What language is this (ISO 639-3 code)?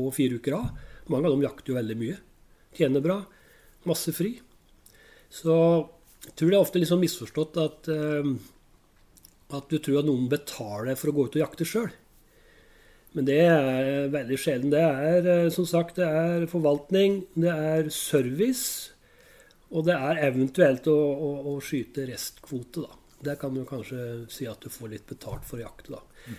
nor